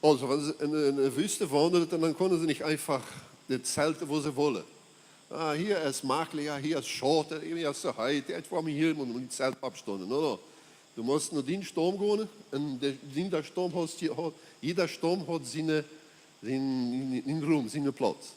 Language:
Plautdietsch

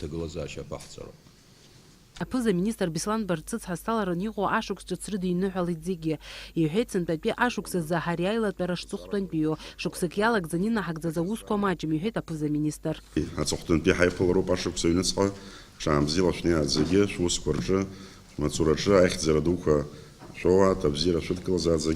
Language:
Abkhazian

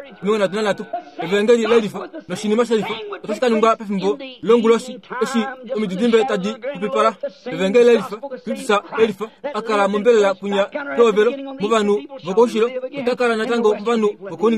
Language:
Kuanyama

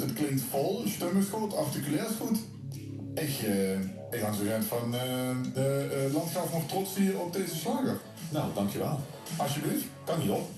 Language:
Limburgish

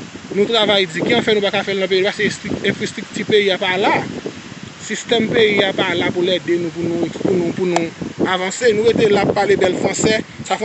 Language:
Haitian Creole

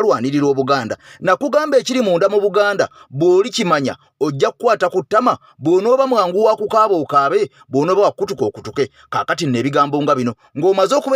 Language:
Ganda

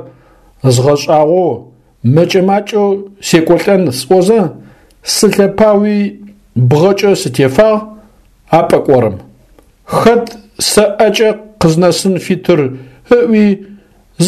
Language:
Adyghe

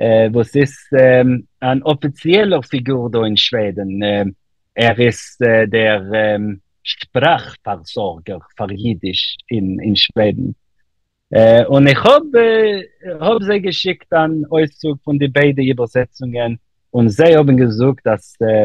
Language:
Yiddish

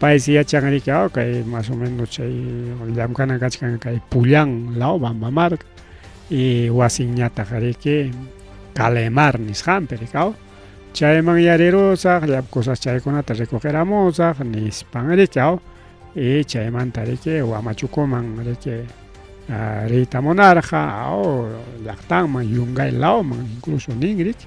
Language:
Ayacucho Quechua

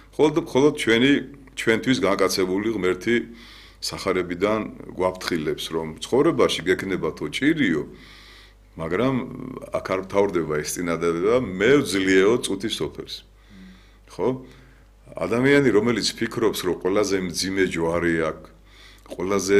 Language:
Georgian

